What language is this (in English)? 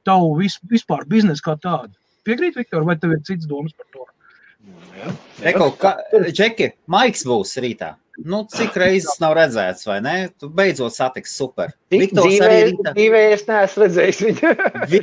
Latvian